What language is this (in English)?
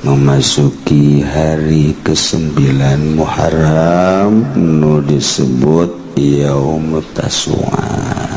Sundanese